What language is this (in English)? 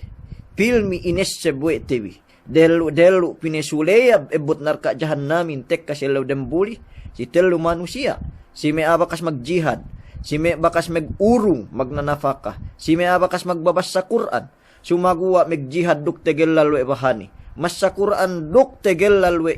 Yakan